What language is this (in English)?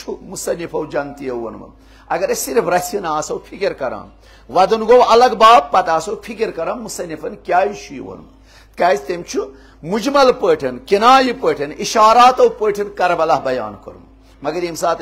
Kashmiri